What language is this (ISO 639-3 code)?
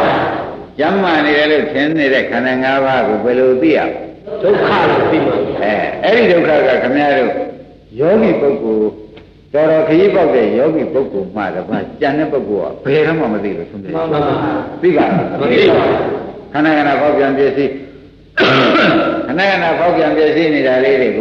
mya